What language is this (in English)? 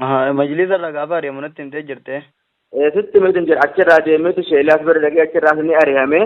Oromo